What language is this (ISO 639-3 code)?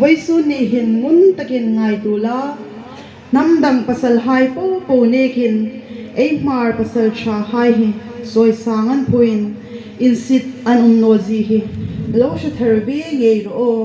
hmr